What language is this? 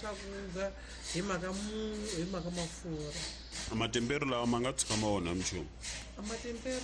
Tsonga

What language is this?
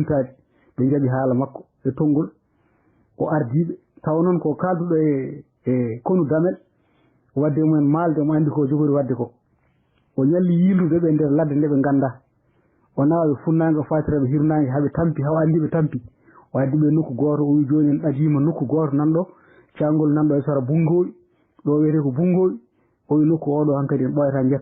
Fula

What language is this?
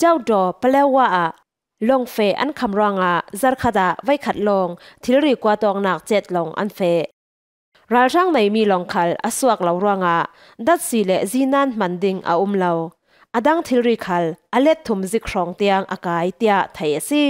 Falam Chin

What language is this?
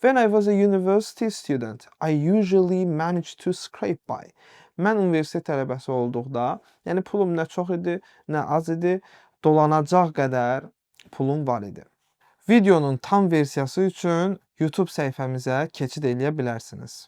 Azerbaijani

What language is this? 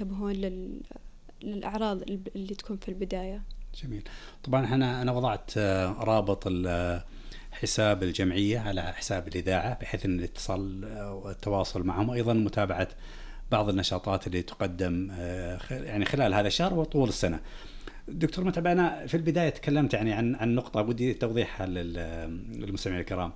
Najdi Arabic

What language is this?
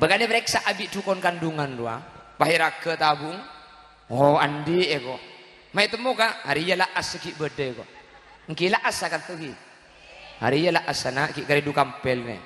Madurese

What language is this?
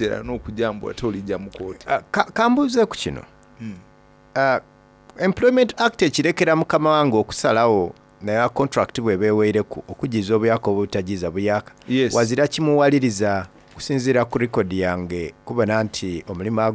Soga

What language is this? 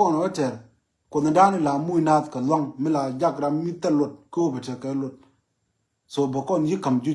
Nuer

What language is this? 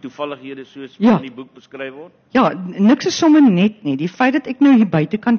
Afrikaans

